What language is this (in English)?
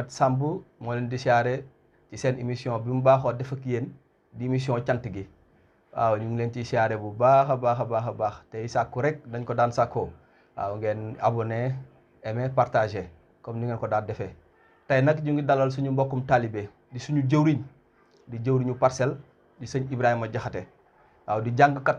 Wolof